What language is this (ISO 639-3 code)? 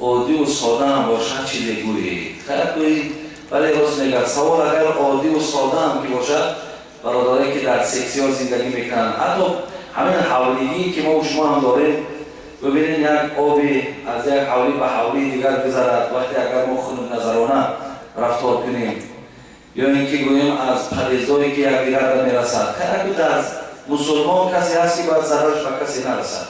tgk